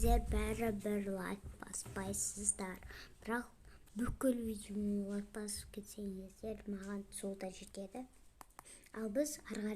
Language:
Kazakh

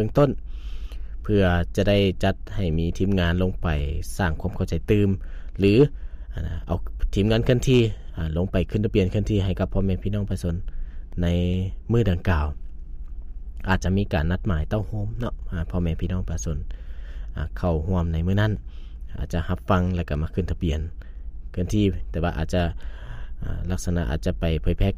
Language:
Lao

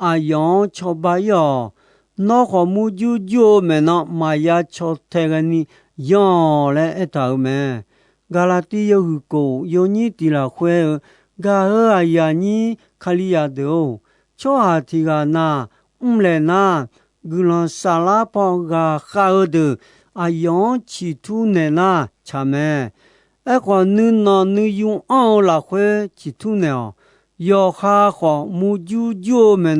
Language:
Akha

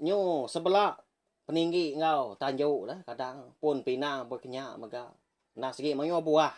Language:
Iban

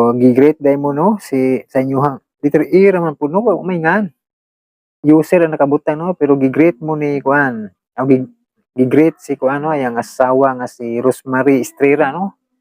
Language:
Cebuano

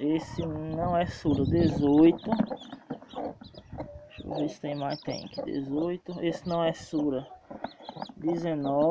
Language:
Portuguese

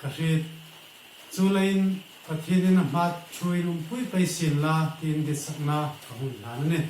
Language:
Hmar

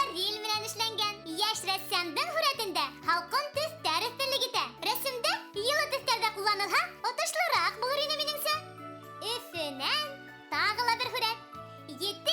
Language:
Bashkir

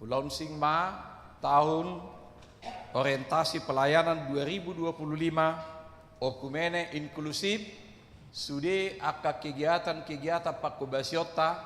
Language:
Batak Toba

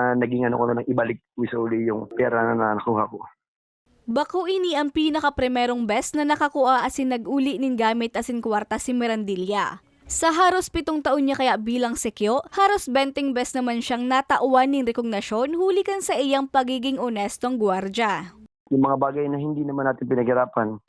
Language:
Bikol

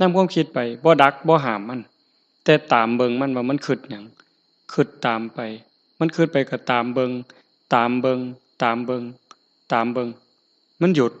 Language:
Northeastern Thai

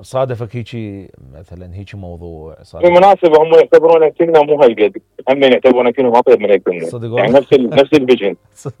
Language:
Mesopotamian Arabic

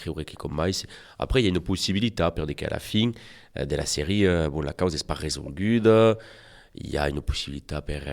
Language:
Occitan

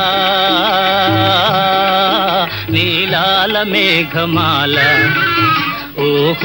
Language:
Telugu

